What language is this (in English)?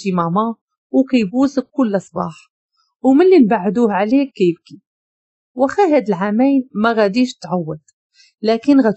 Moroccan Arabic